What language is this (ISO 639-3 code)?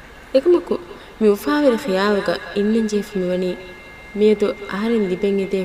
div